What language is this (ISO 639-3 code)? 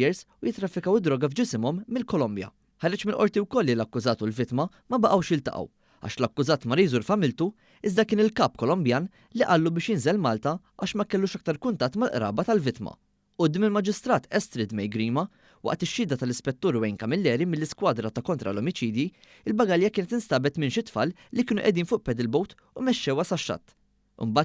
mlt